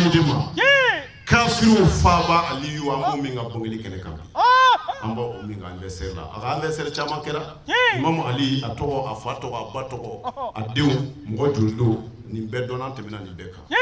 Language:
Bambara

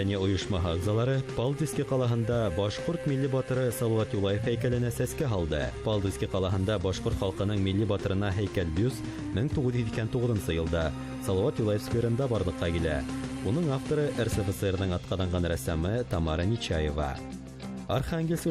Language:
Bashkir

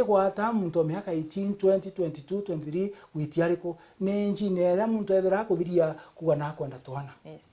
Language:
Meru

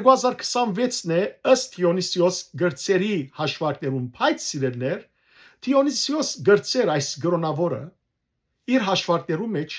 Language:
Western Armenian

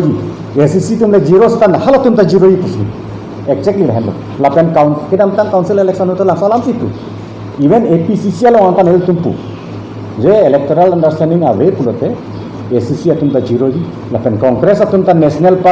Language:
Karbi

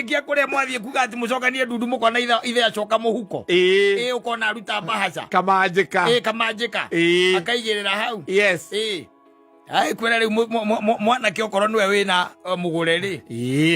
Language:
Kikuyu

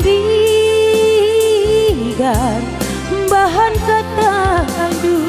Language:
Batak Karo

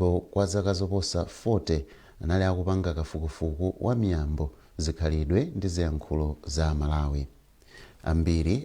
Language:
Nyanja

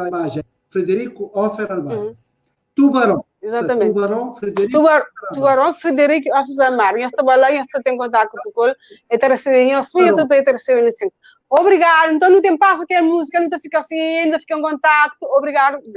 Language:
Kabuverdianu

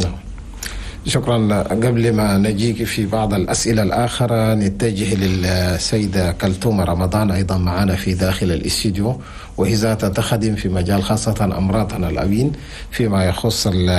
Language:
Chadian Arabic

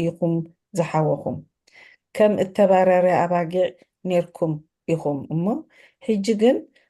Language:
Tigrinya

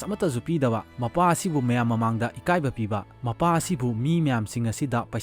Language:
Manipuri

